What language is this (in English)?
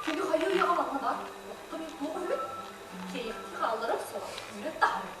Yakut